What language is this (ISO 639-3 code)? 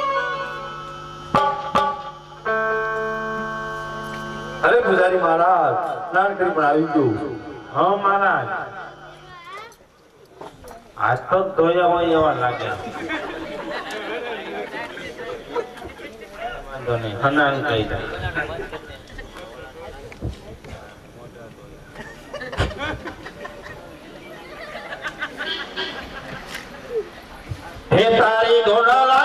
guj